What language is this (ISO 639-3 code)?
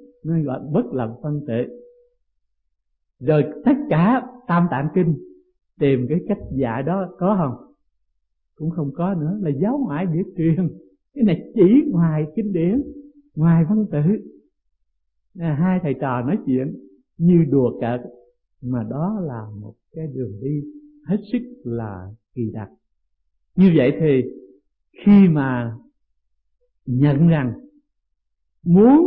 vie